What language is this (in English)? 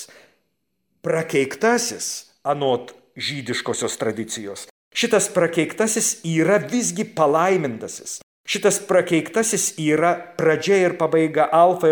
Lithuanian